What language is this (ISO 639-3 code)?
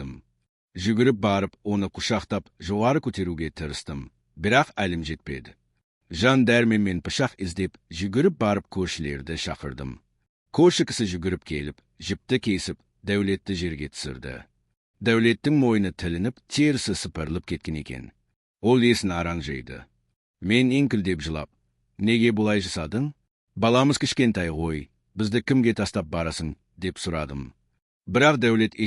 kaz